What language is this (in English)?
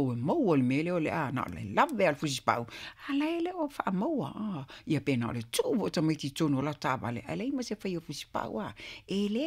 Samoan